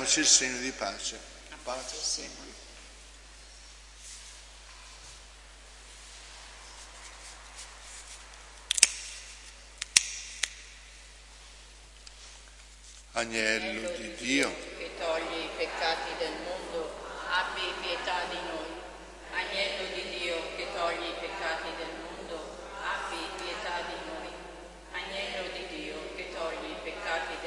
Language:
Italian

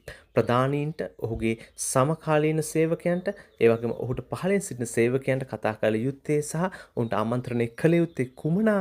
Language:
Sinhala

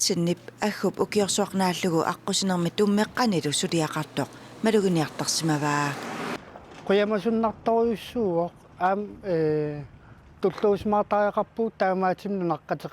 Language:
Kalaallisut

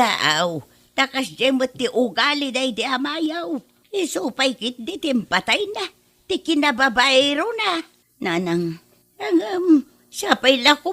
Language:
Iloko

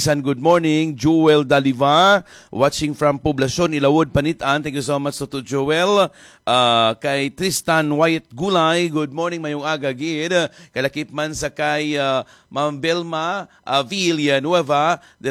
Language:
Hiligaynon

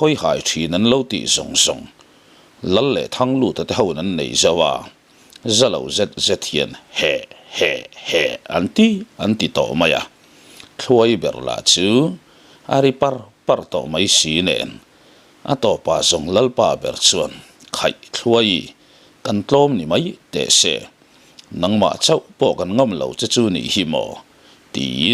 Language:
Mizo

